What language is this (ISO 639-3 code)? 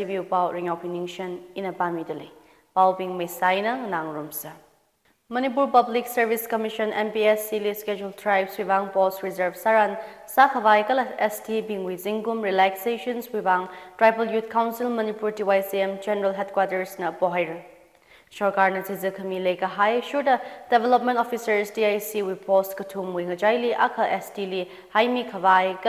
nmf